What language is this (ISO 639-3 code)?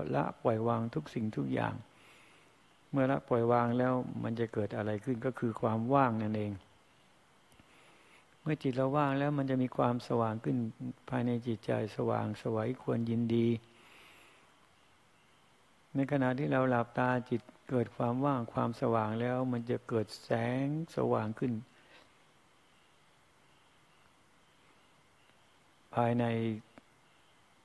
tha